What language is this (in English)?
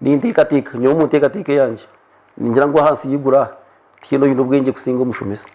Nyankole